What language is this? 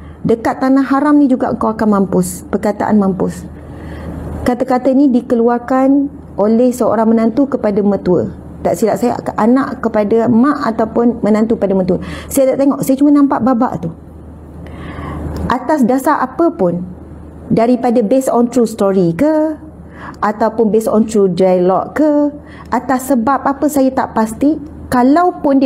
Malay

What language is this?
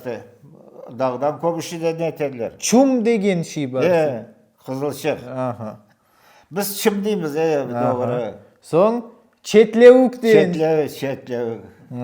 Crimean Tatar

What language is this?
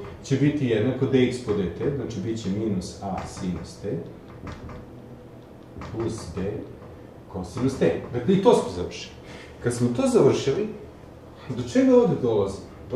Serbian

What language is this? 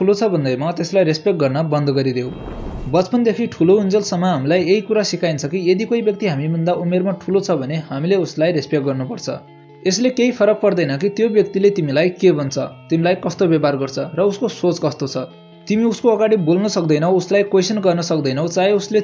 Nepali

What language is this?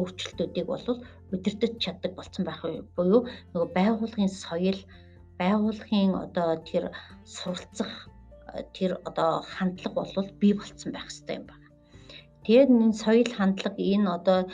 Mongolian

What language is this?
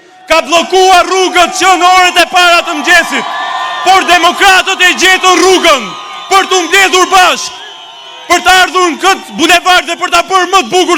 Albanian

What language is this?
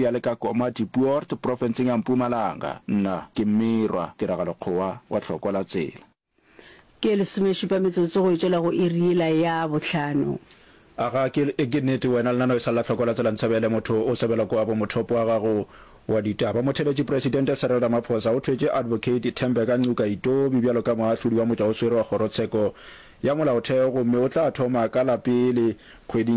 Northern Sotho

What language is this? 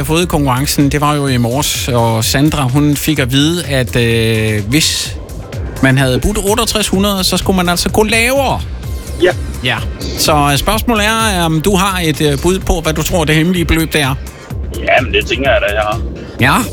Danish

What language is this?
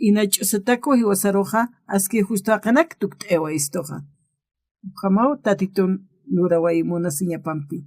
Aymara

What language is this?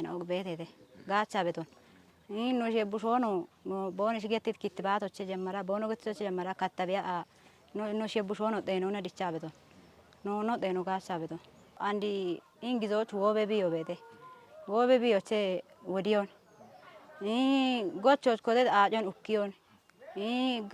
Kafa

